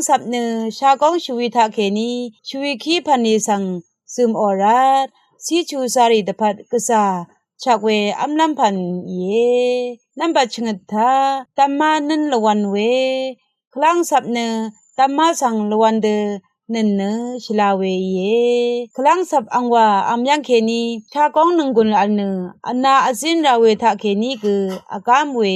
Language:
Rawang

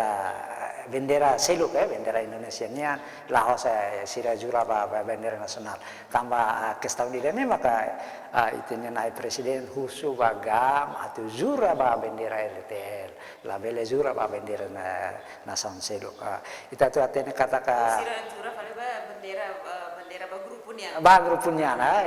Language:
Tetum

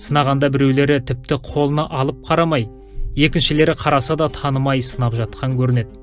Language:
Kazakh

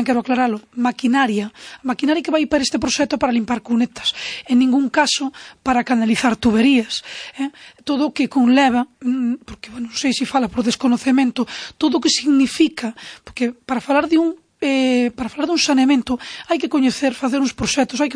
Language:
Galician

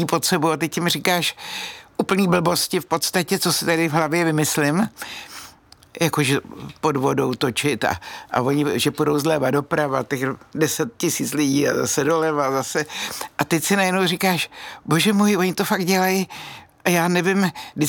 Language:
Czech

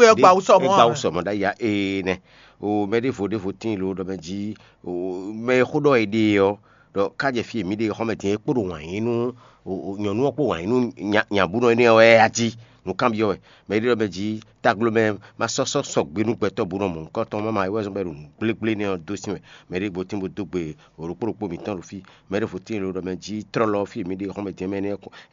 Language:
Fon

